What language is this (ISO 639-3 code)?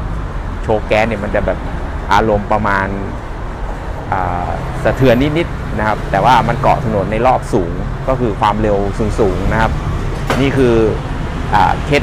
tha